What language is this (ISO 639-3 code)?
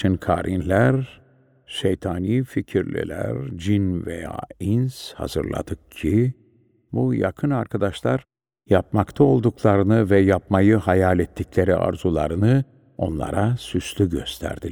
tur